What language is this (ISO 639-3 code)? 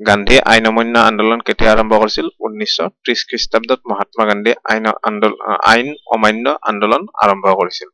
asm